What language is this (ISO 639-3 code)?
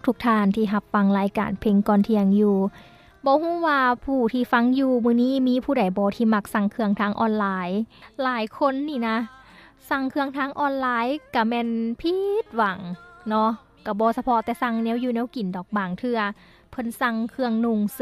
lao